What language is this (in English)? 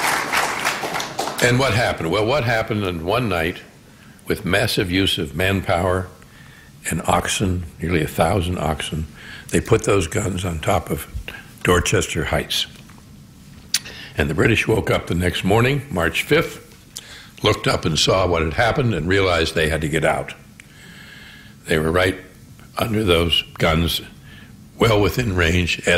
English